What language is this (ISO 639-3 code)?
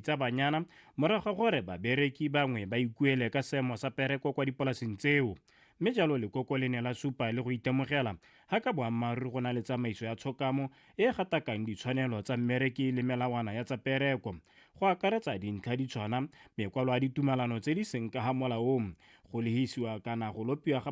tsn